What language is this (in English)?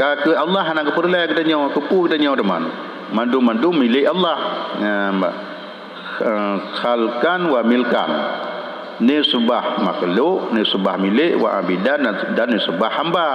Achinese